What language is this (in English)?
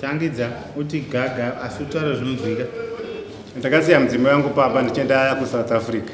Shona